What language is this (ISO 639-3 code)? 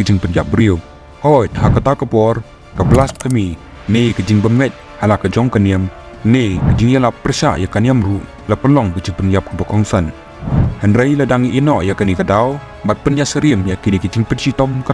kha